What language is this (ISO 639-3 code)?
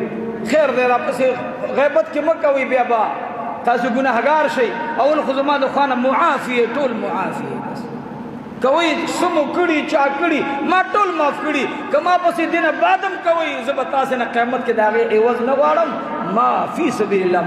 pus